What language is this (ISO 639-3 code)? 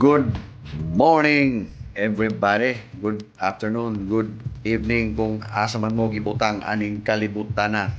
ceb